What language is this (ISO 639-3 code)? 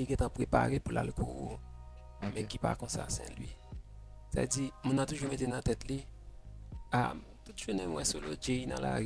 hat